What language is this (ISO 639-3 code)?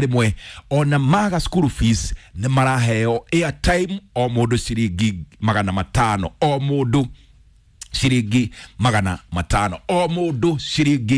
kik